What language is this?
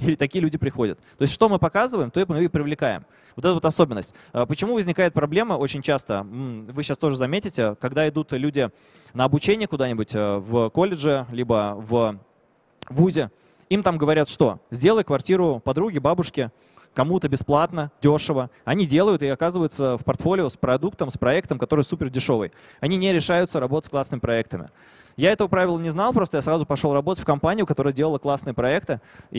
Russian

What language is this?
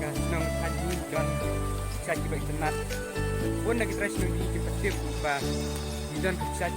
Khasi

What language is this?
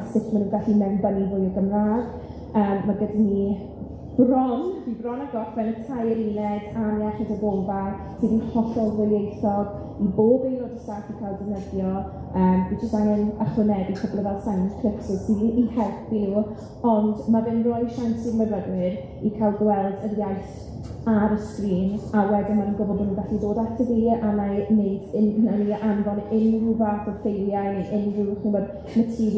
Welsh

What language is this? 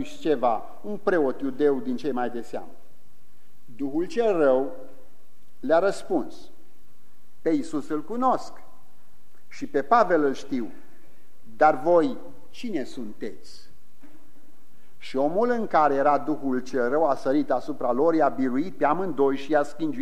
Romanian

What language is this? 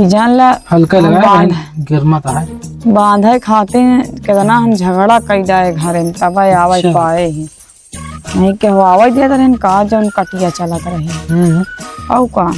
Awadhi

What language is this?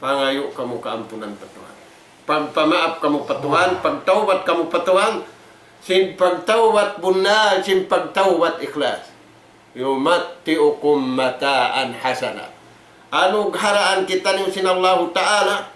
Tausug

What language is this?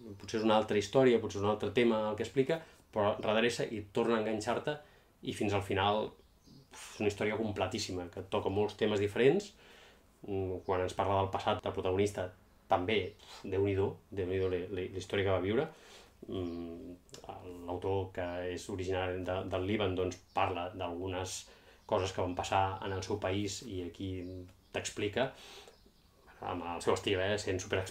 Catalan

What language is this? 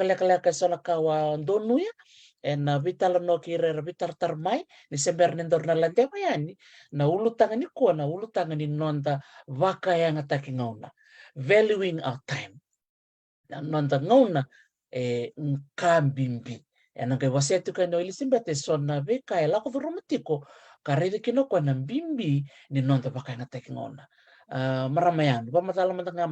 Fijian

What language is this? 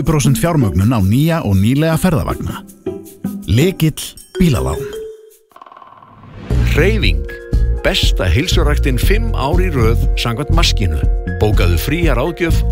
Icelandic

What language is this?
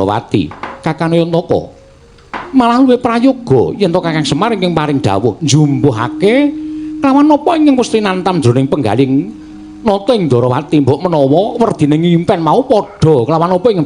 Javanese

